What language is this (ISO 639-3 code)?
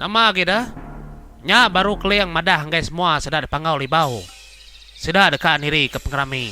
iba